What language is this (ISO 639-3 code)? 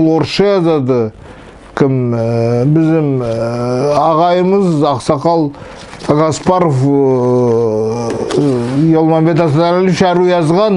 nog